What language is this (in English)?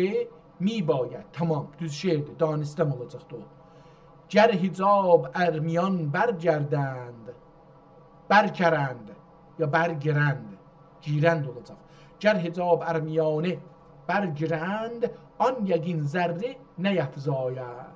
South Azerbaijani